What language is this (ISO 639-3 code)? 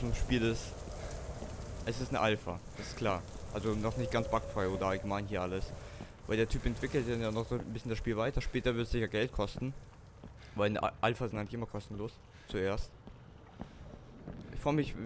deu